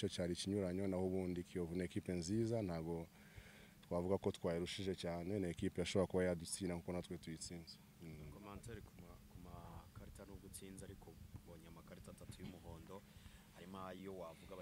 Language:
Kinyarwanda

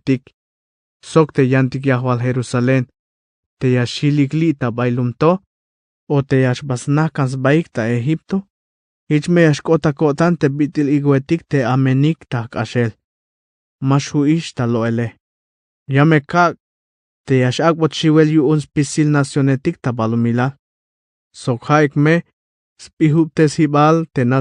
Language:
Tzeltal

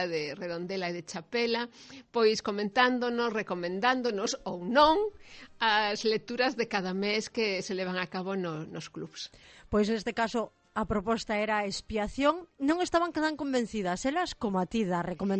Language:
Galician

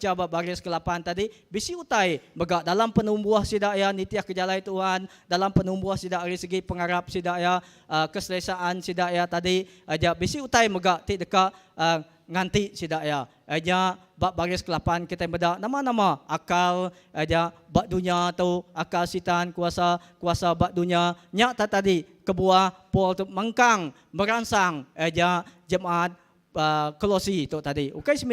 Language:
Iban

